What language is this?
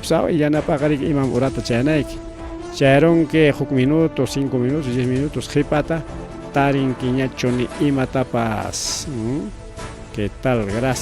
Ayacucho Quechua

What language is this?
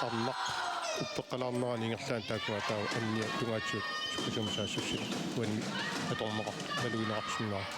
Kalaallisut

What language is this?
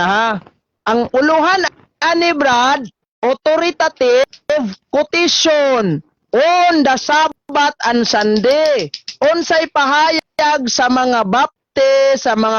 Cebuano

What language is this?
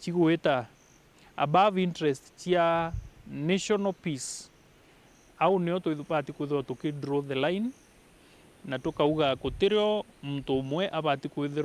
Meru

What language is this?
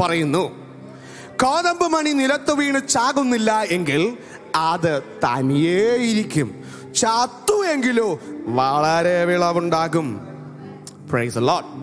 Malayalam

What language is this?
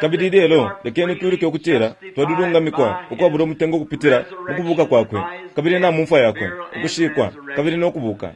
Bemba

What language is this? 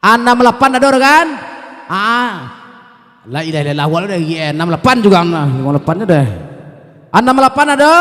Minangkabau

